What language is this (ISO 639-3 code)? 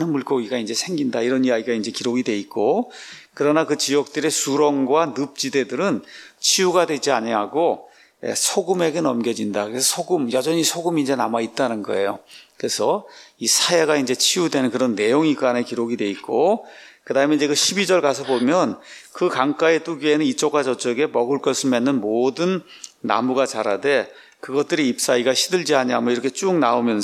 kor